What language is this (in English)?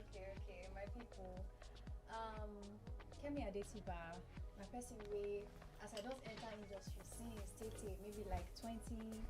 Nigerian Pidgin